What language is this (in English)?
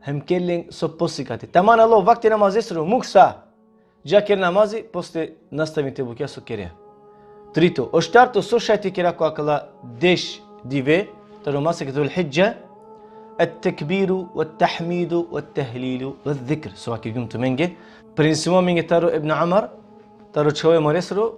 Balkan Romani